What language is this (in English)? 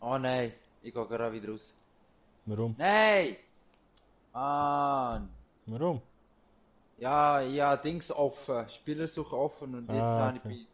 Swiss German